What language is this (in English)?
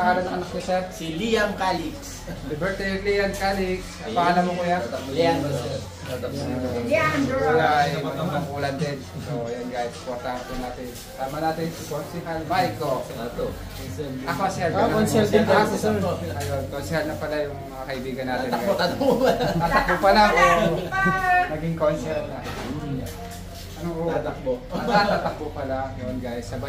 Filipino